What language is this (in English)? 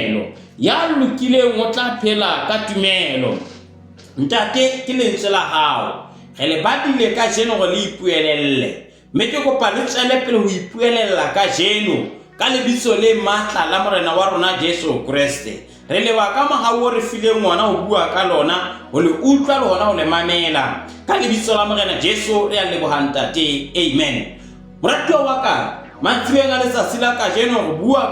Southern Sotho